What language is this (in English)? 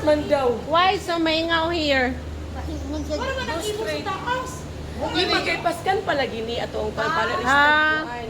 Cebuano